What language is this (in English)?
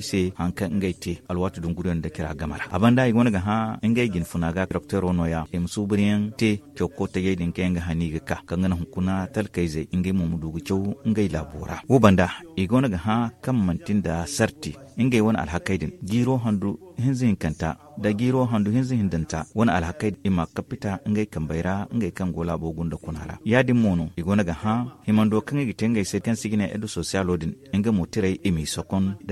Zarma